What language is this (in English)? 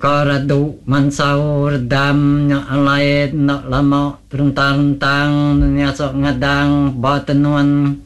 Iban